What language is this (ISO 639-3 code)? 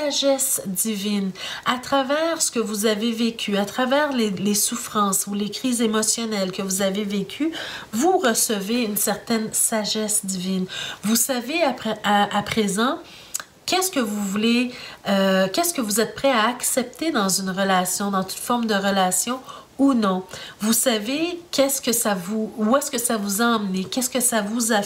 fra